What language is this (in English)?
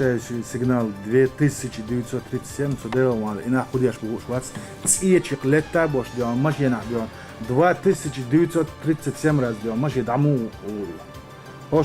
Chechen